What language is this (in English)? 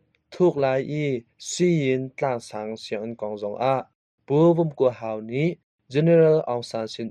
Hakha Chin